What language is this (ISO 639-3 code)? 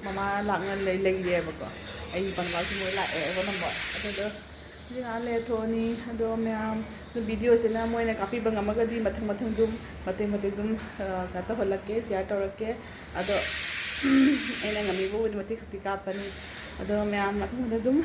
mni